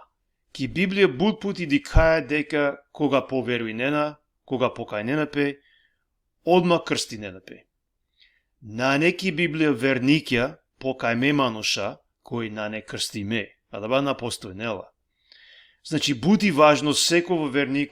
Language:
Balkan Romani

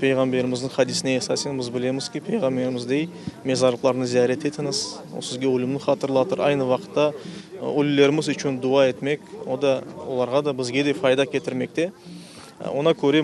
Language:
Crimean Tatar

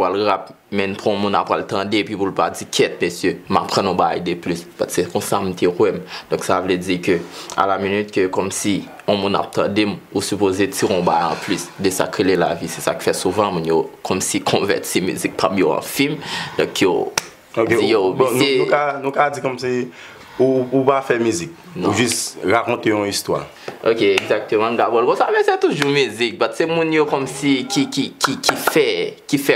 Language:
Haitian Creole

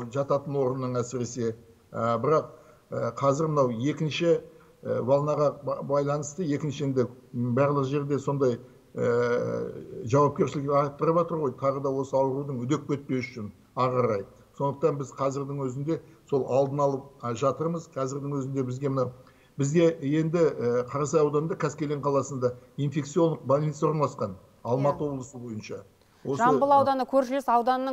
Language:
Kazakh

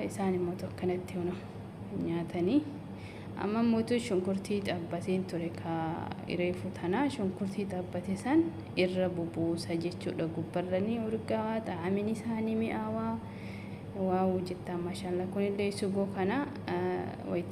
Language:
Oromo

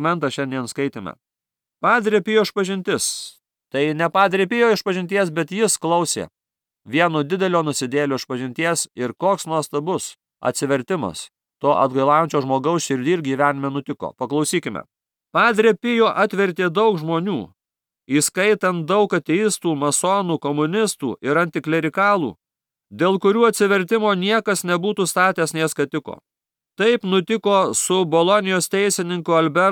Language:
Lithuanian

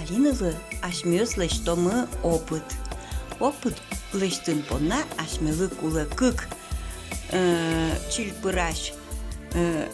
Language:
Udmurt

